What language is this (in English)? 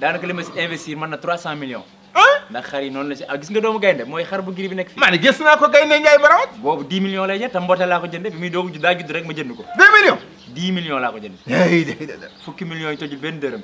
Wolof